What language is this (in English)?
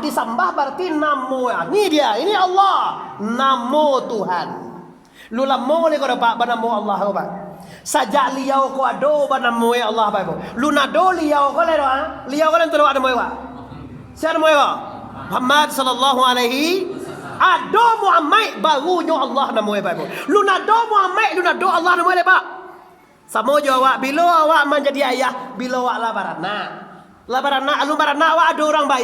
Minangkabau